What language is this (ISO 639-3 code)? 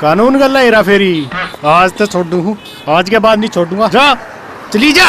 bgc